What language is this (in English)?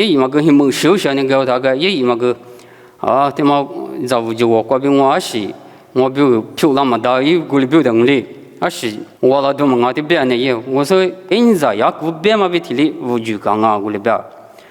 Lisu